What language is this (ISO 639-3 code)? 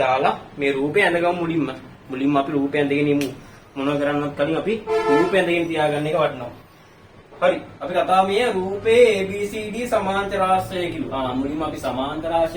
sin